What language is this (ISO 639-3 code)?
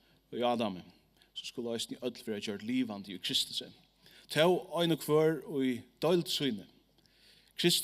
fao